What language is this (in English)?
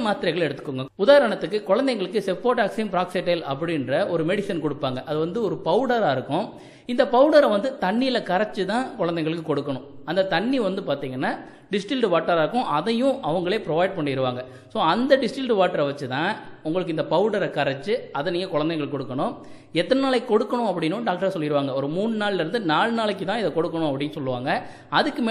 Tamil